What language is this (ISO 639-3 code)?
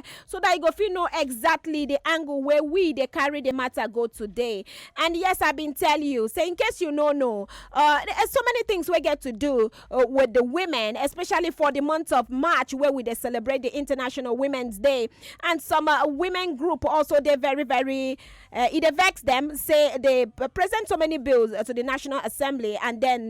pcm